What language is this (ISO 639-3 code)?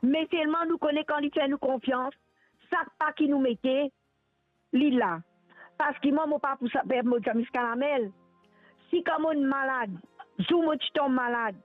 mfe